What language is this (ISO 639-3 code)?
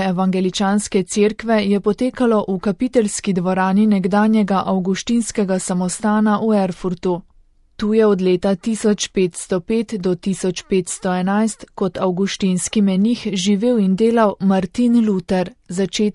slv